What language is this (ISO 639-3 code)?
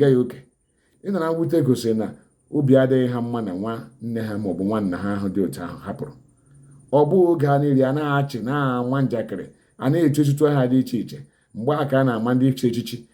ibo